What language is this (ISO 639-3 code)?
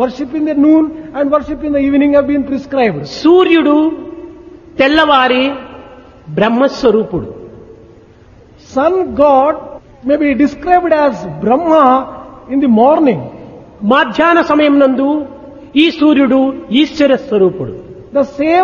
tel